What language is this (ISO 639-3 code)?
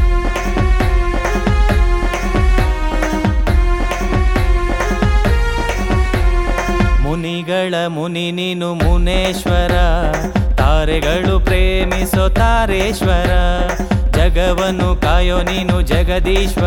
kan